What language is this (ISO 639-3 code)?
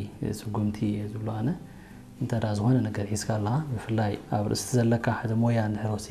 tir